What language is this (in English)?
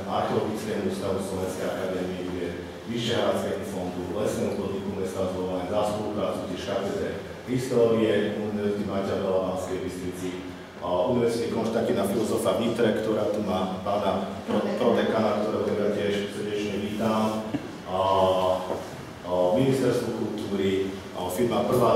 Slovak